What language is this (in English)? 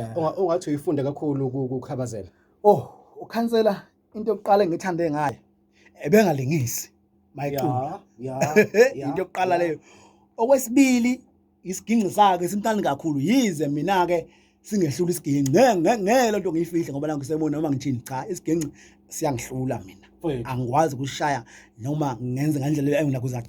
Zulu